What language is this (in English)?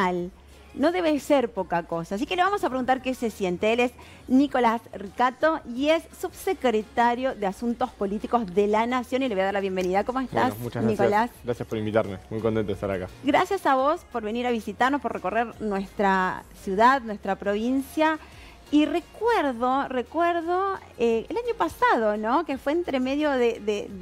Spanish